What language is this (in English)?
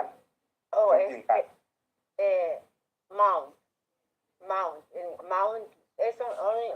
Chimborazo Highland Quichua